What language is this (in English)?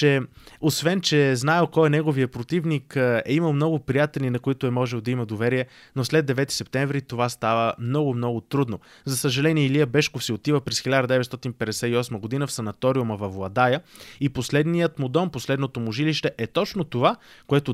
Bulgarian